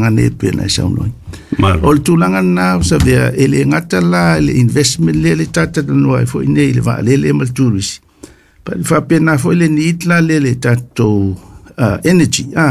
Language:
Samoan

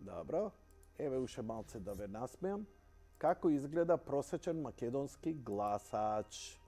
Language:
Macedonian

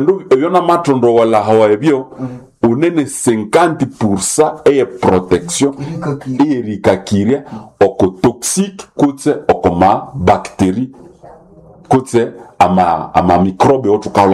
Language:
Nande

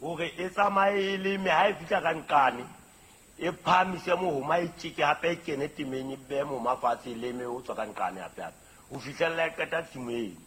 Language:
Southern Sotho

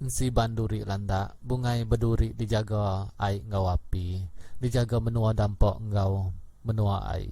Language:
Iban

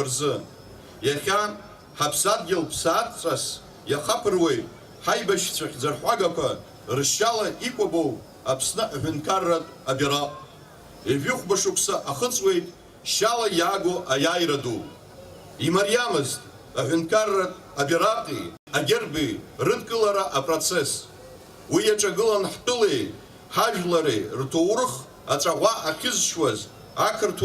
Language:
Abkhazian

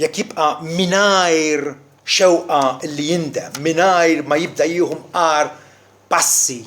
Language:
Maltese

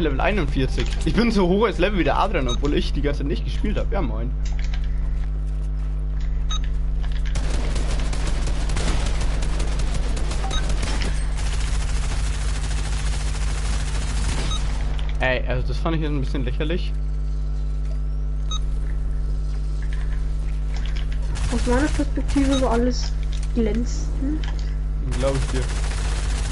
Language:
German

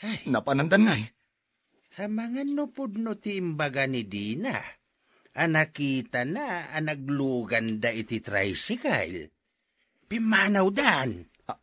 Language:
Iloko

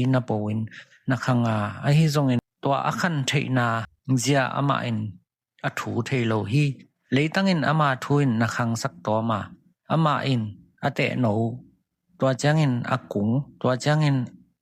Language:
Tedim Chin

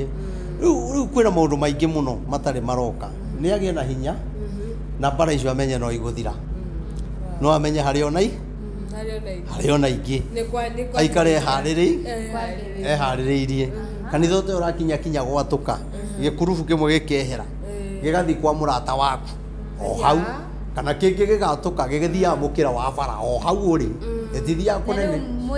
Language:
Kikuyu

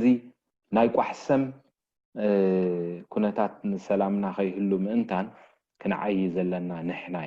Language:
Tigrinya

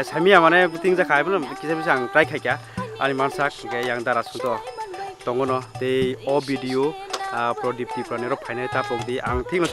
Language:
Kok Borok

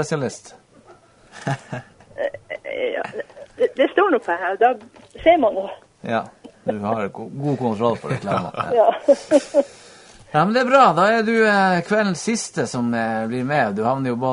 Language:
Norwegian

